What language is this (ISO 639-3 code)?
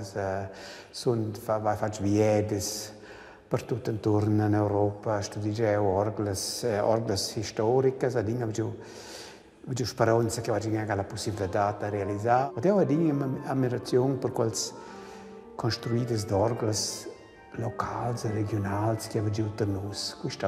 roh